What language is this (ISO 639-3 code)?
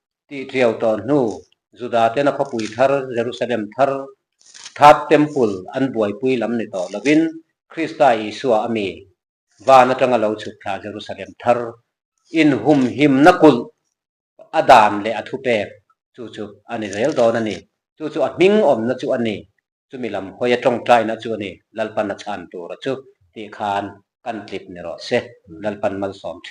lus